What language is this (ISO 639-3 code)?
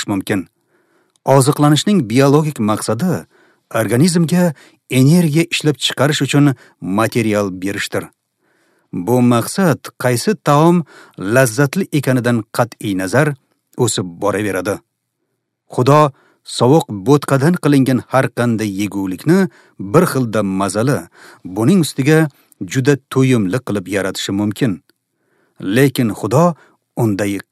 uzb